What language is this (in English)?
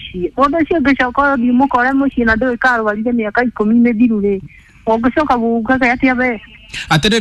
Kikuyu